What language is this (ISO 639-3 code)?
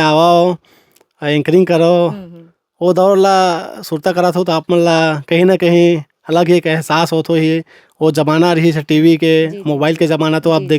hne